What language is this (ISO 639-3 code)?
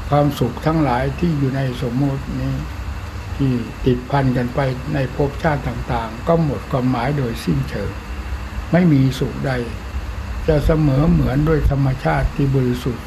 tha